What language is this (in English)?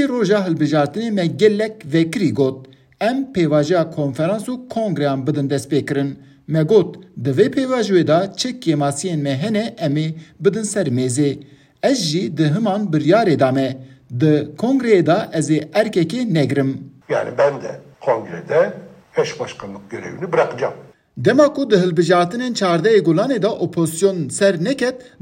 Kurdish